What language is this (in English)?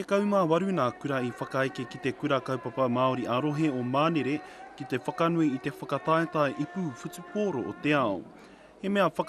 Māori